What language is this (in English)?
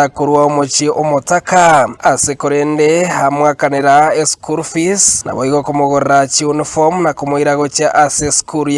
Gusii